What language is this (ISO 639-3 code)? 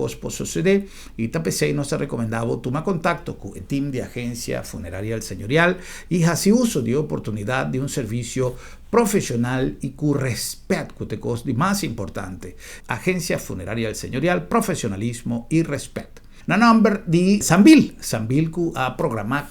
pap